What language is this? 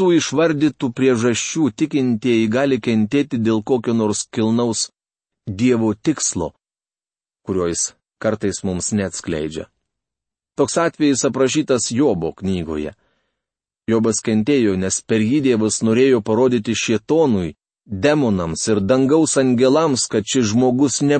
Lithuanian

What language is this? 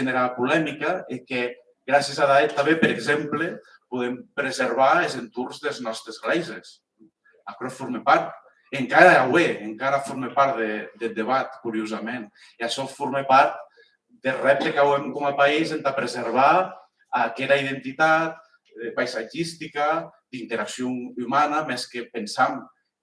Occitan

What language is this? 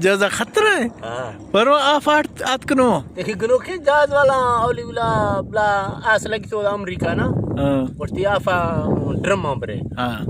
Eastern Balochi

